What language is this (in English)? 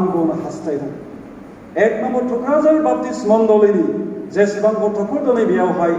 Bodo